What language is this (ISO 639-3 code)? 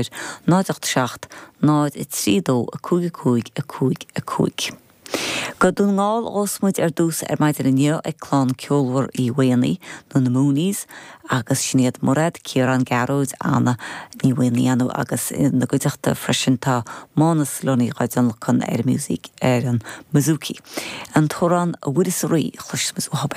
gle